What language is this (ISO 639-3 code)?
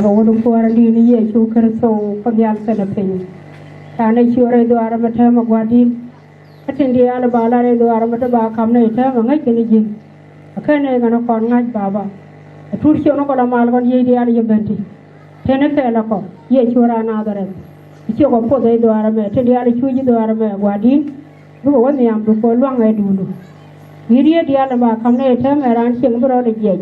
nus